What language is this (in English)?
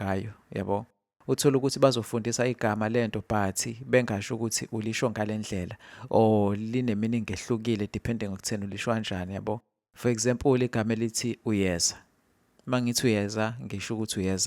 Zulu